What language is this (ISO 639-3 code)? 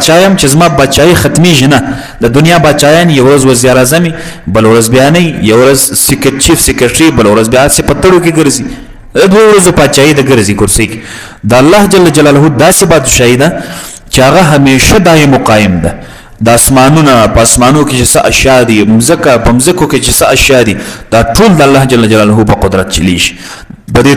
pus